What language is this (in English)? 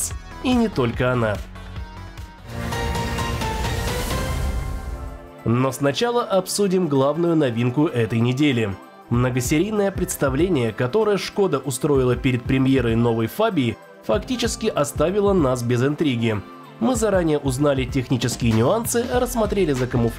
Russian